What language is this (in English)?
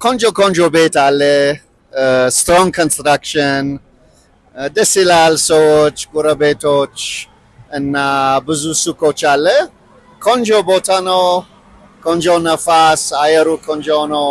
Amharic